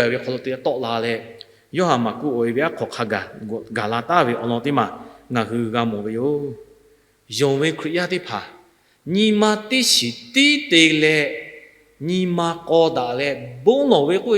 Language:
Lahu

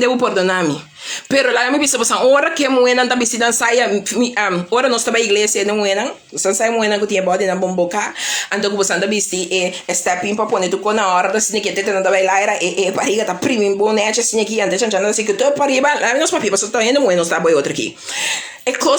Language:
Papiamento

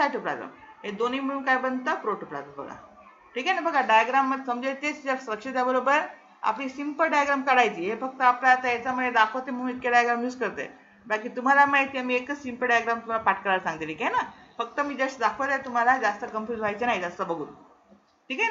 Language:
Marathi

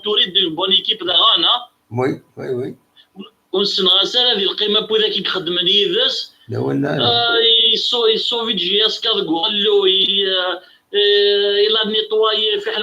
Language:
Kabyle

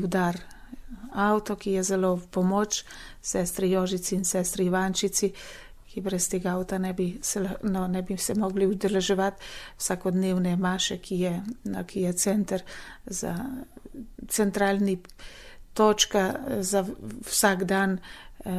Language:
Slovenian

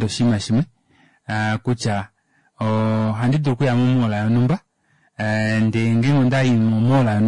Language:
Kuanyama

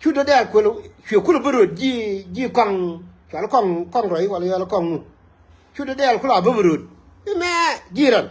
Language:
Nuer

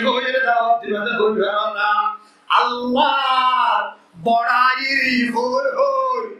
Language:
Rohingya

